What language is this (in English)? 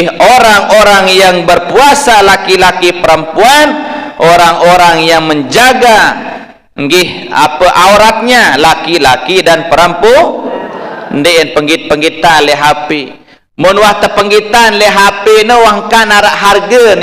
Sasak